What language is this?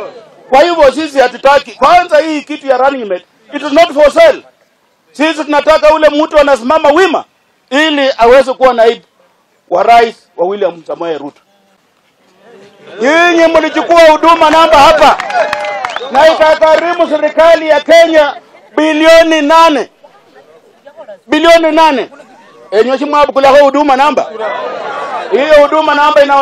Swahili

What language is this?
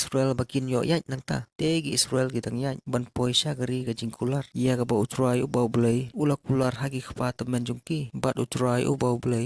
Khasi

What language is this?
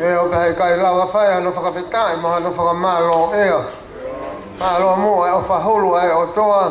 Tongan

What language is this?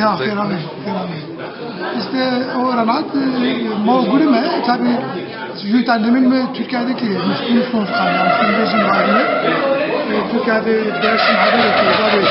Zaza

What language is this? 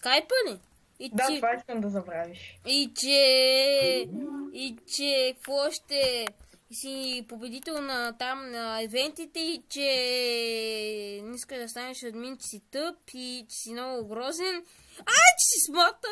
Bulgarian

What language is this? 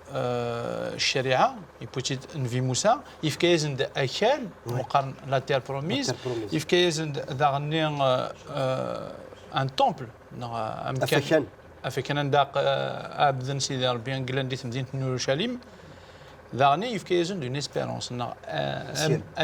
Kabyle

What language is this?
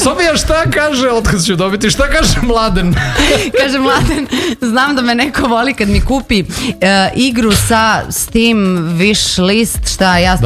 Serbian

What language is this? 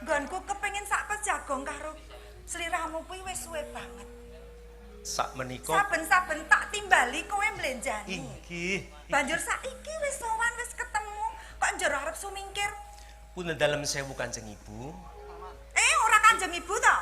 Javanese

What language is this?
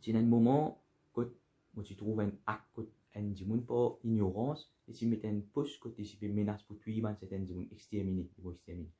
Morisyen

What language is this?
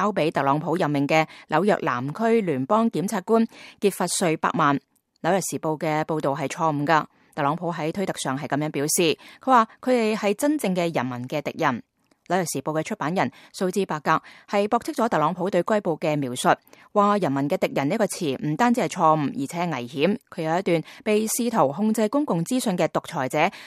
Cantonese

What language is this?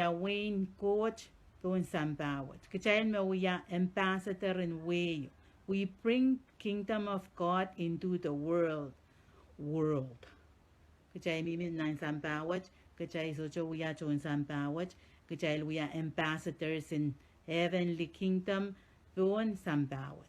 Pohnpeian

